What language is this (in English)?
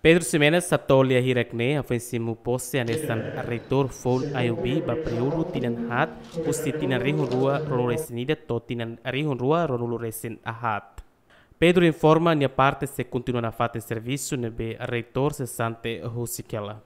Tetum